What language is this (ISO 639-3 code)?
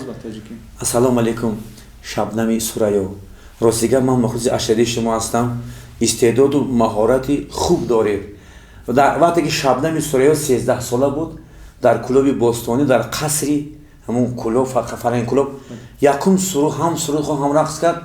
tgk